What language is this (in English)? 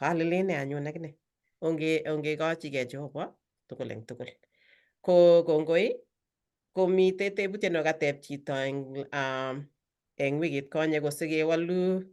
Kalenjin